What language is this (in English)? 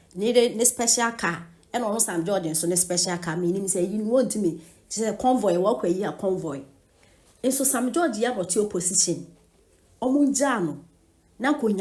Akan